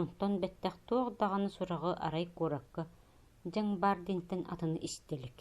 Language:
Yakut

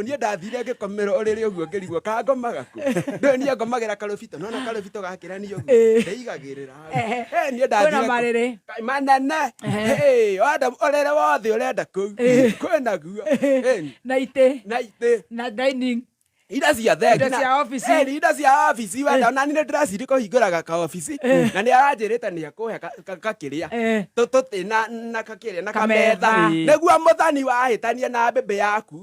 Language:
Kikuyu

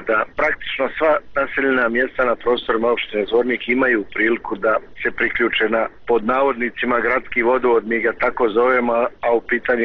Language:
Bosnian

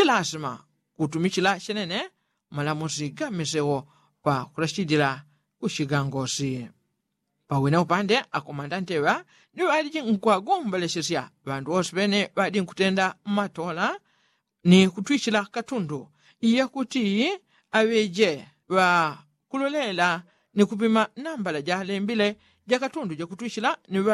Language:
Yao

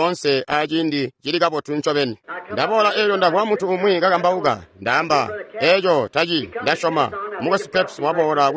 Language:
Tonga (Zambia)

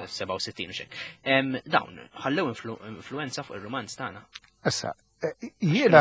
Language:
Maltese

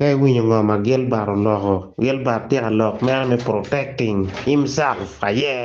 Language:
Acoli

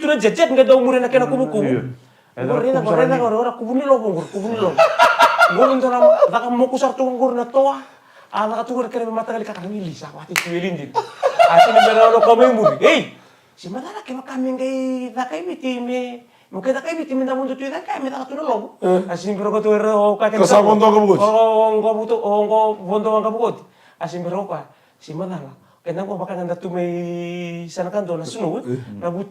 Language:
Fijian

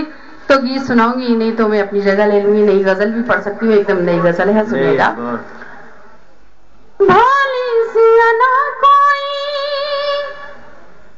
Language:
Urdu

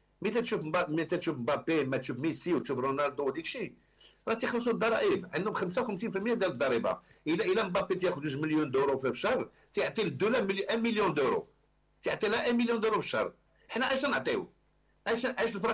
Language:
Moroccan Arabic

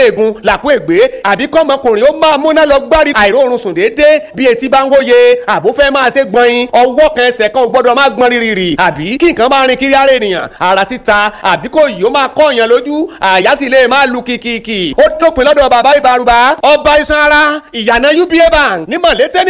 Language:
Yoruba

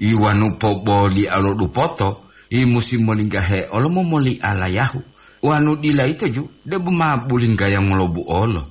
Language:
Gorontalo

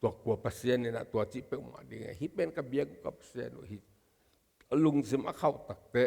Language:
Tedim Chin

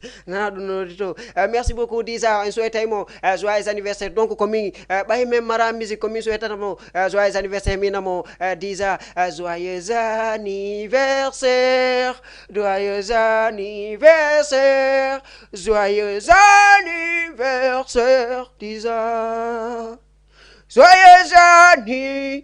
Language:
Fula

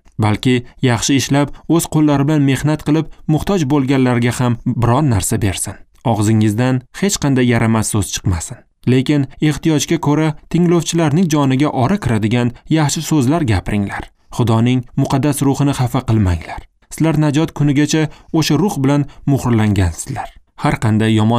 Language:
Uzbek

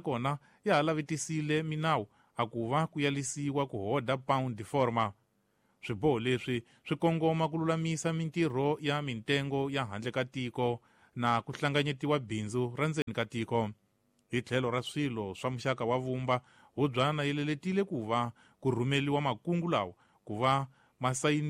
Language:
Tsonga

